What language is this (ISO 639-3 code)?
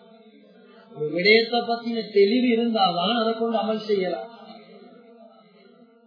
tam